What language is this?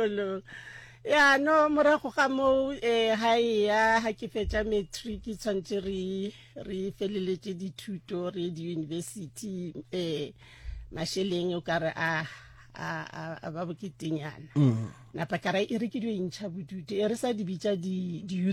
Northern Sotho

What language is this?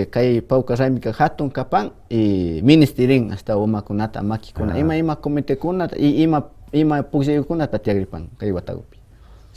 Imbabura Highland Quichua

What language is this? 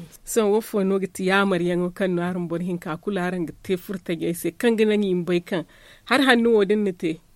Zarma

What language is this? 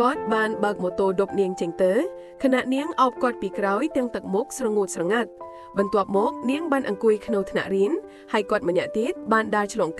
Khmer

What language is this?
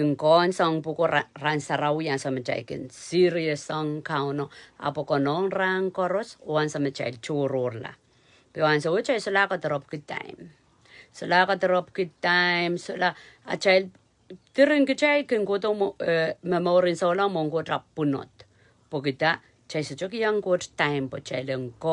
Pohnpeian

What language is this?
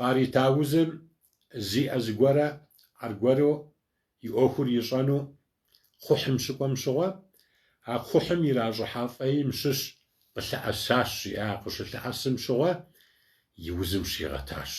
Kabardian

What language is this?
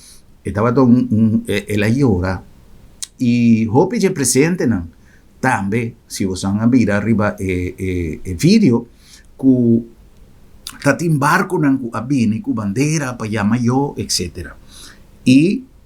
Papiamento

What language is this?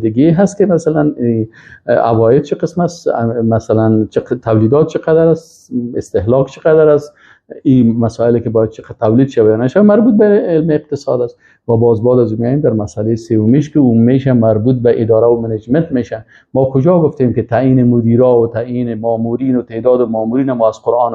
Persian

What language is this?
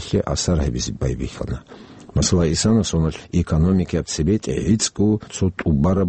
Avaric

